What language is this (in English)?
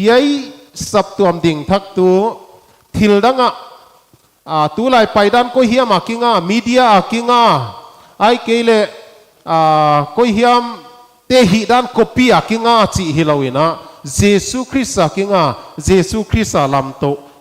Paite Chin